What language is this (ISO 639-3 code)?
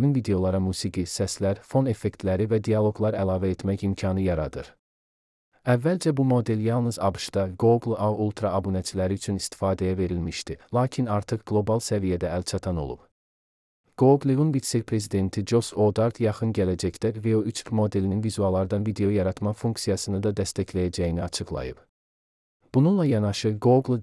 aze